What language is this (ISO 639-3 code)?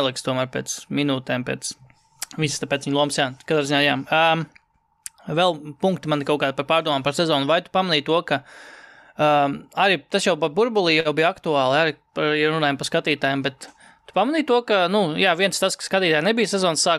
lav